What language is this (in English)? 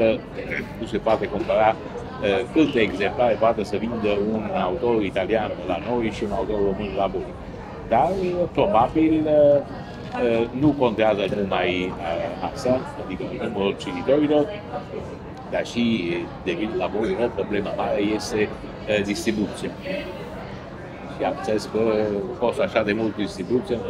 Romanian